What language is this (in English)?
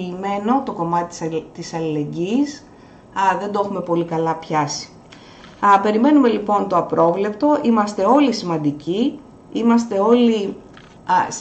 Greek